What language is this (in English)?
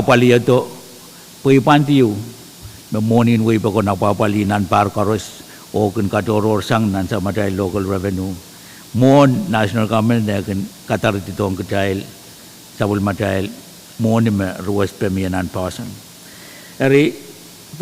Pohnpeian